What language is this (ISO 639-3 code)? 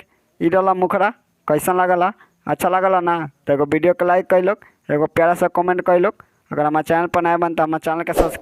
bho